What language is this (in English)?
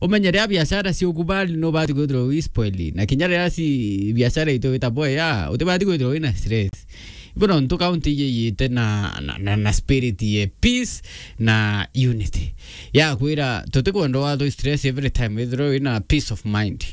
Meru